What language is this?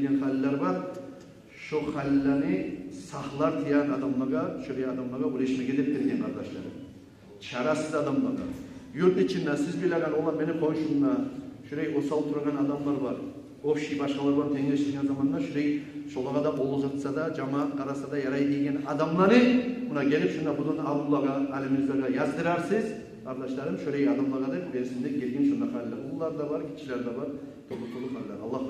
Kumyk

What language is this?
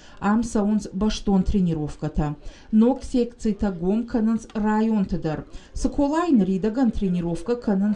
Ossetic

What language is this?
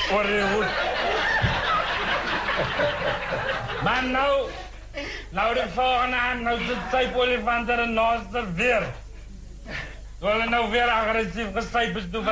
Afrikaans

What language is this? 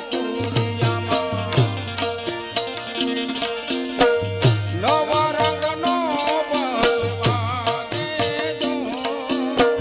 Gujarati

